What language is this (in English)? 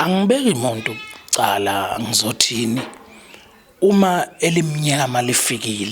Zulu